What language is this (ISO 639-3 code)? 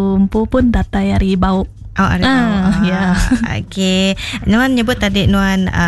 iba